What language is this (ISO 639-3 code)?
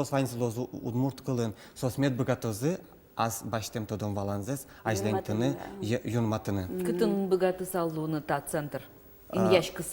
udm